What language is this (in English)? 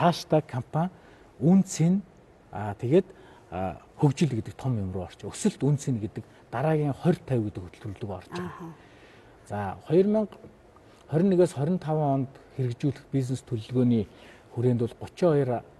Mongolian